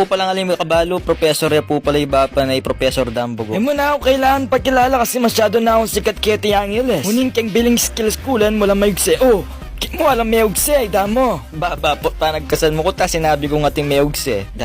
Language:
Pampanga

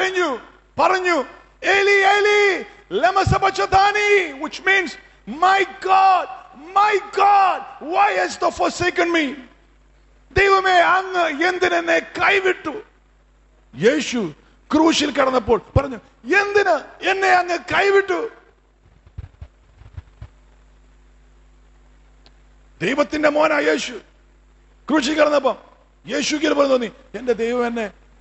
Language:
Malayalam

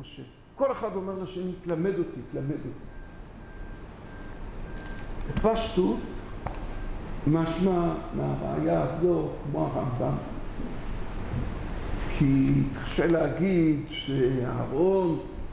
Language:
Hebrew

